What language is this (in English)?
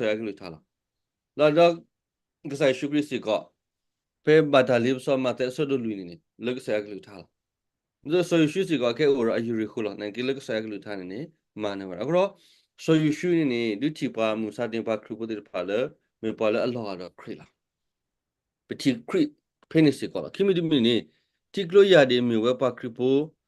S'gaw Karen